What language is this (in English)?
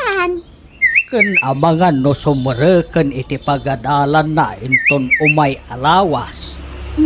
Iloko